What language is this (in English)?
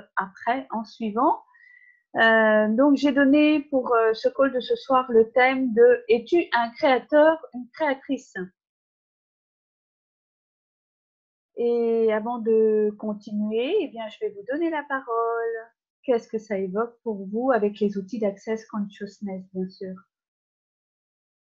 French